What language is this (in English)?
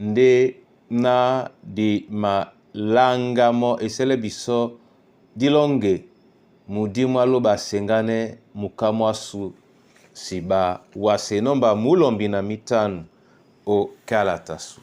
Duala